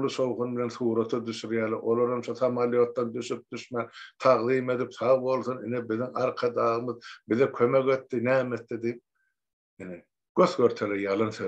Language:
Turkmen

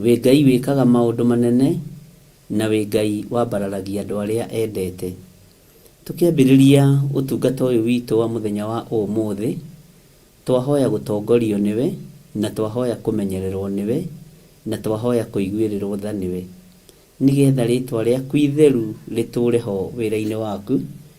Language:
Kikuyu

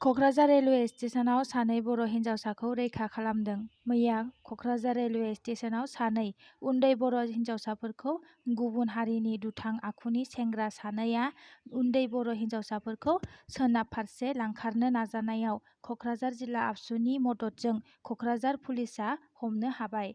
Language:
Bodo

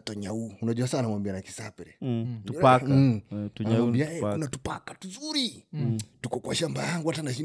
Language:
Swahili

